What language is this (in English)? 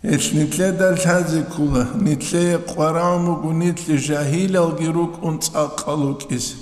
Avaric